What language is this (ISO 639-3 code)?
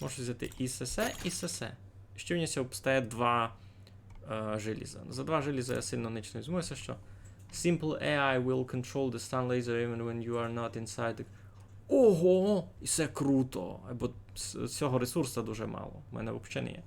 rue